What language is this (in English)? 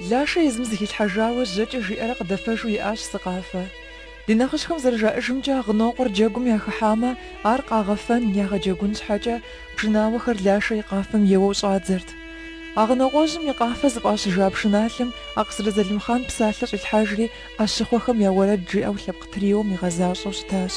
Kabardian